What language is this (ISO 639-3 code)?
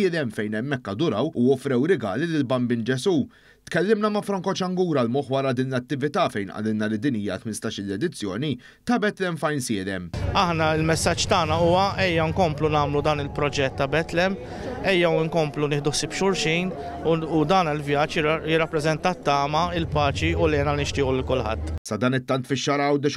mlt